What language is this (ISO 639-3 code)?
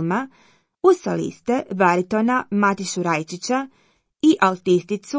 hrv